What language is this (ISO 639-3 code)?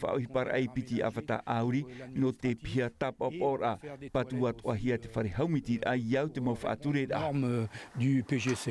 tah